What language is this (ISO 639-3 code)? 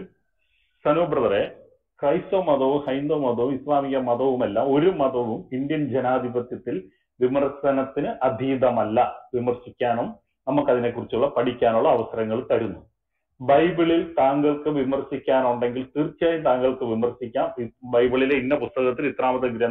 mal